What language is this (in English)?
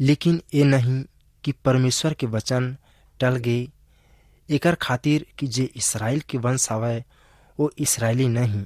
Chhattisgarhi